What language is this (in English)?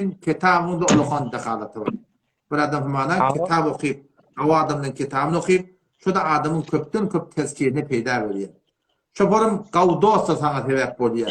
Turkmen